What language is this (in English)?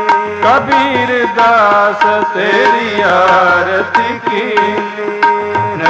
Punjabi